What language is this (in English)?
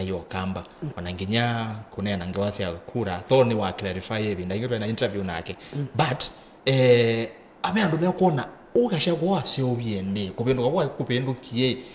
Kamba